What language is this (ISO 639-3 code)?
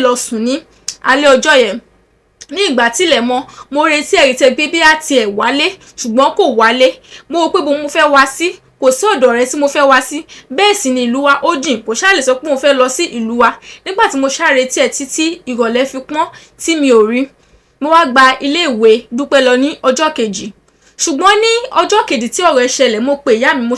yor